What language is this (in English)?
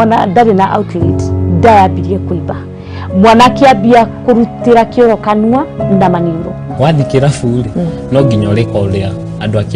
Kikuyu